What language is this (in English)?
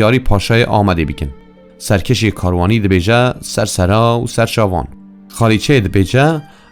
Kurdish